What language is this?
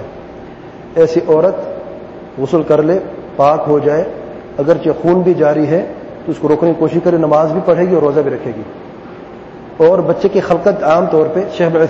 Urdu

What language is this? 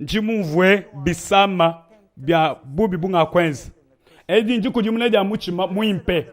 Luba-Lulua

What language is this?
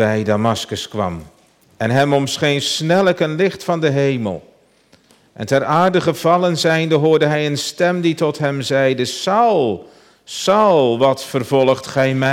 Dutch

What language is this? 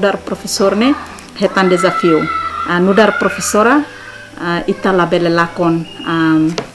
Tetum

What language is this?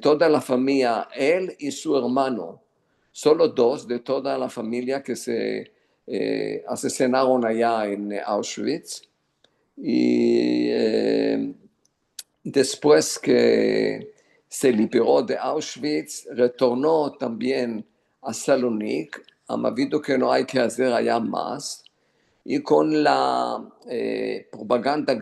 Ladino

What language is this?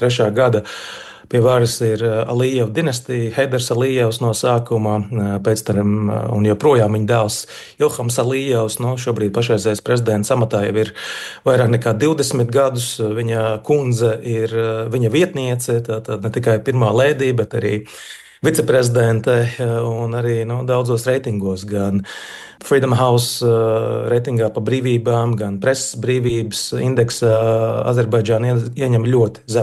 Latvian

